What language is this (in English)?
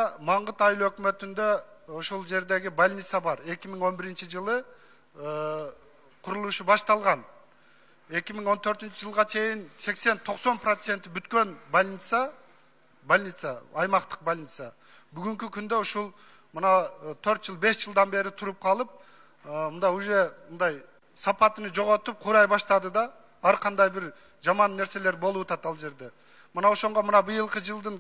Kyrgyz